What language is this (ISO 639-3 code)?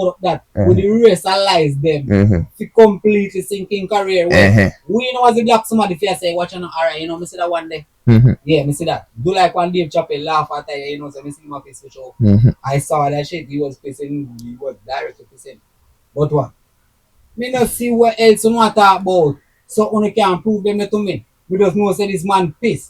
jam